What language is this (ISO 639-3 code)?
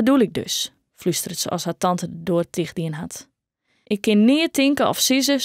fry